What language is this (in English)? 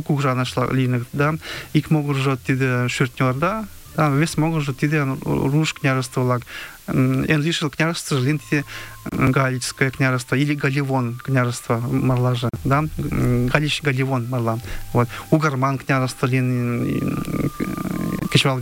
Mari